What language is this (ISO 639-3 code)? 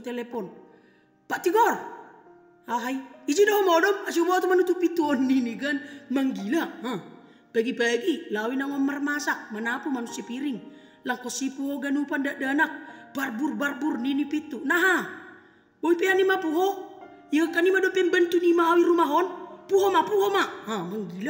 bts